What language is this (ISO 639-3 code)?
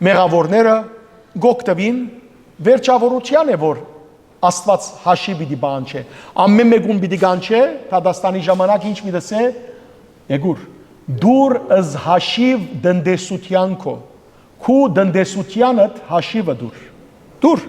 hyw